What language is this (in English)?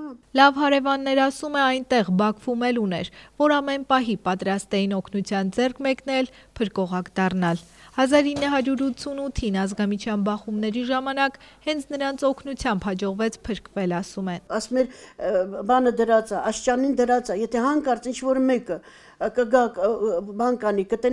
Armenian